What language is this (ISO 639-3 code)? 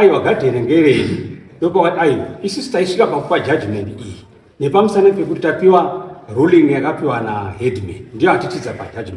sna